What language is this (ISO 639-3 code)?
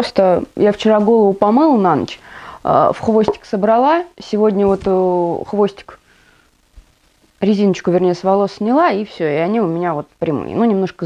rus